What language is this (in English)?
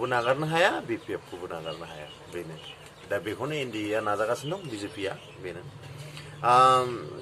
Bodo